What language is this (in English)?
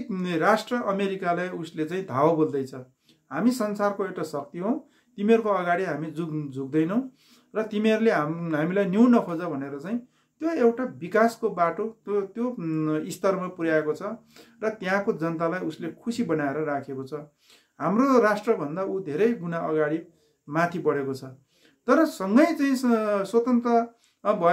Nepali